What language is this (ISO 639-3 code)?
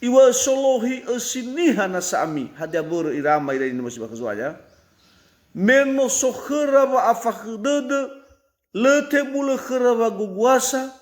nia